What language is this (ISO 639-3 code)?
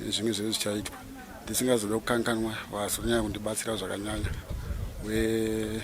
sna